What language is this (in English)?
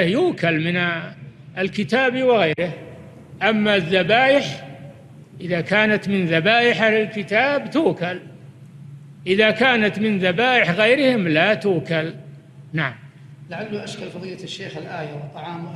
Arabic